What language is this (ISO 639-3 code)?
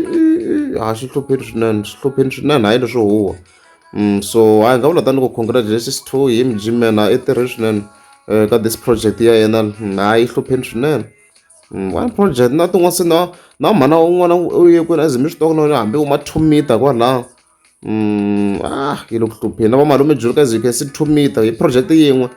tso